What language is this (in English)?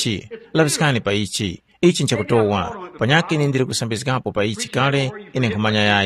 Tumbuka